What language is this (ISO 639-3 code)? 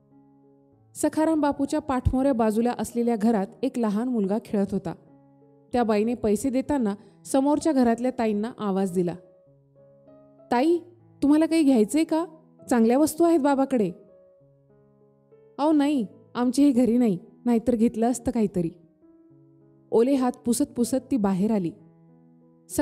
mar